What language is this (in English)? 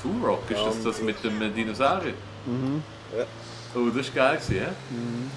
Swiss German